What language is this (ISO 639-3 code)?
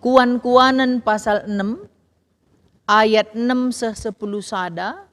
btx